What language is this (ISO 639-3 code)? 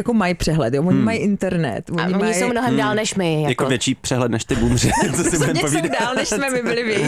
ces